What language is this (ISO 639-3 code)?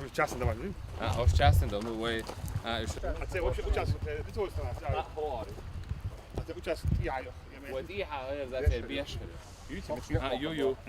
che